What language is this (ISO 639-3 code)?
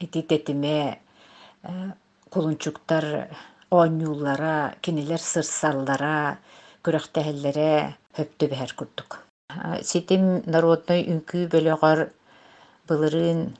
sah